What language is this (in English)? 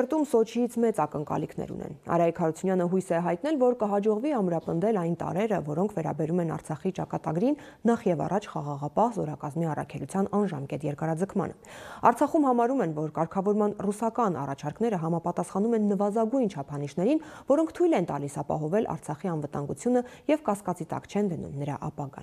Armenian